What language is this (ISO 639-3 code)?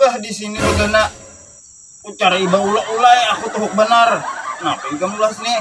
bjn